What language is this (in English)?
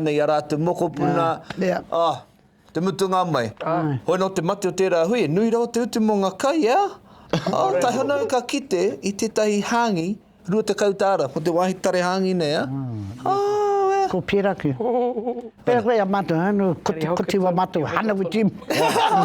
Māori